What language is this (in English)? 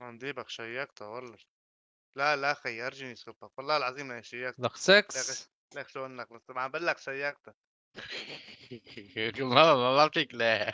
North Levantine Arabic